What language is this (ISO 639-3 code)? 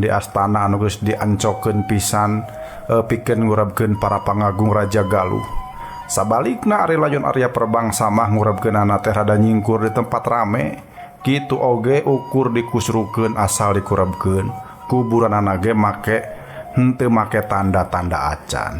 sun